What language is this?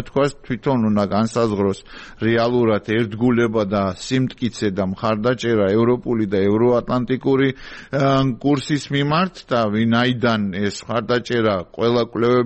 Georgian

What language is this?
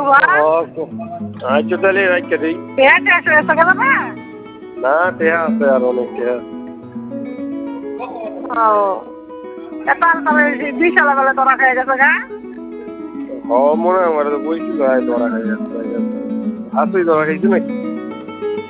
Bangla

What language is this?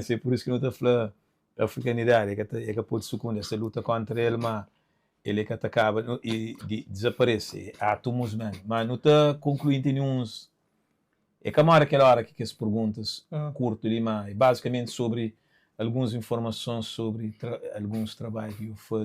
Kabuverdianu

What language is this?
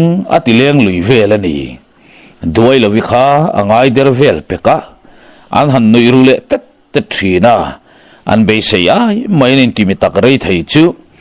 Mizo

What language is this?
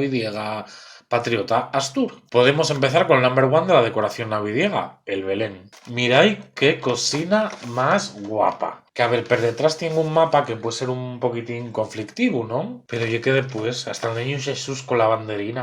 Asturian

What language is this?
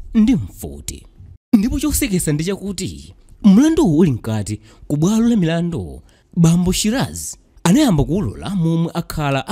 Nyanja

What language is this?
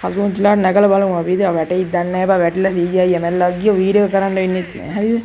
Sinhala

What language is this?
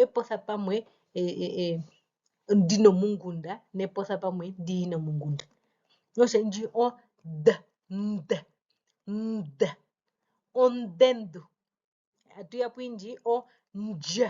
Herero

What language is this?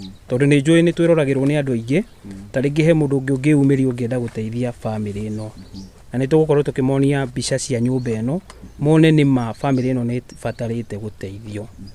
Kikuyu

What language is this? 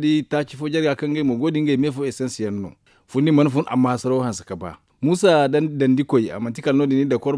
Zarma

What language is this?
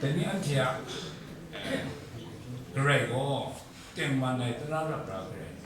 Kachin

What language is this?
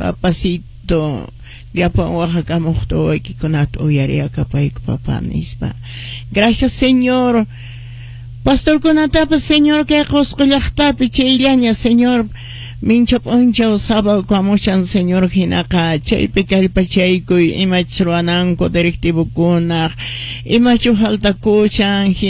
Quechua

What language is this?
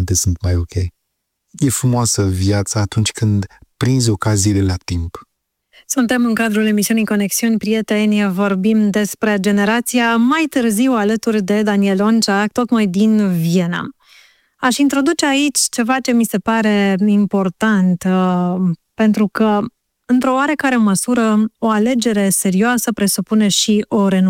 Romanian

